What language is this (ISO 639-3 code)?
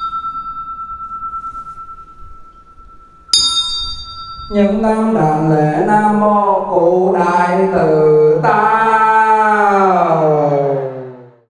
vie